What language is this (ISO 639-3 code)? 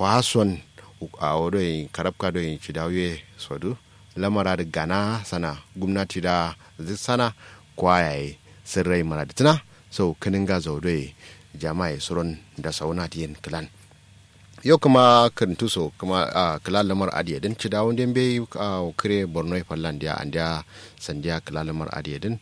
kau